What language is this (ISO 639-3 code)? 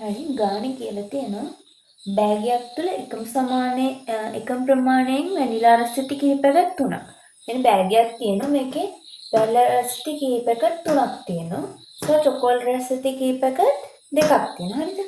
sin